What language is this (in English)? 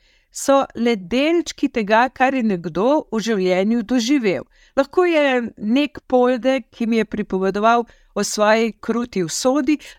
Slovenian